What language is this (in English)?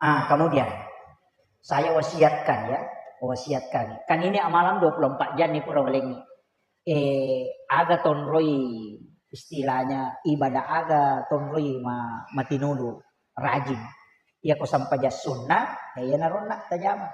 Buginese